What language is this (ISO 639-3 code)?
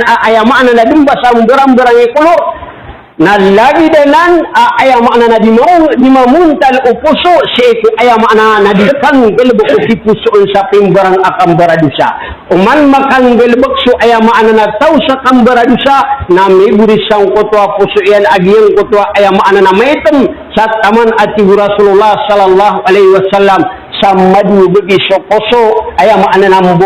mrw